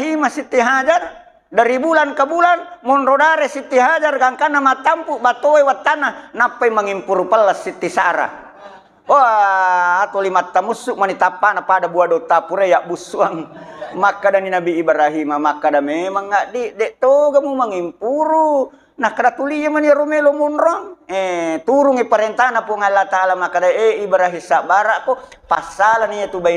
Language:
Buginese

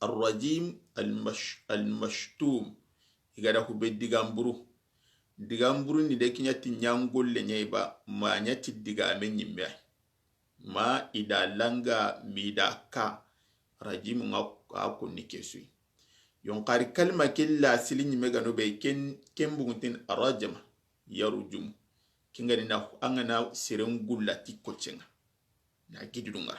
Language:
Soninke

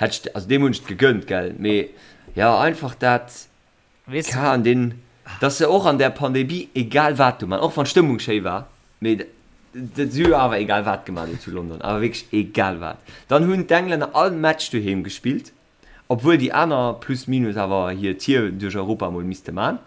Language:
Luxembourgish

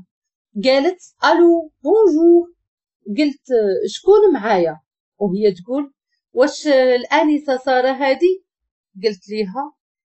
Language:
Moroccan Arabic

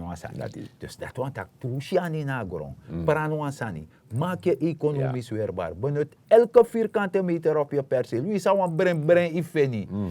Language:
Sranan Tongo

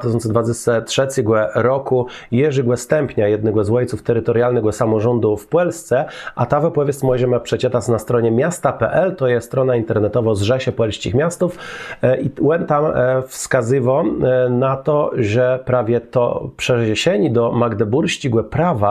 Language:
Kashubian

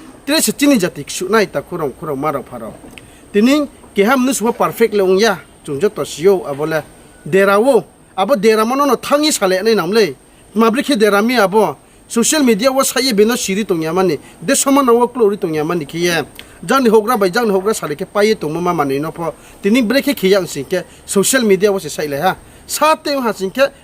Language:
Riang (India)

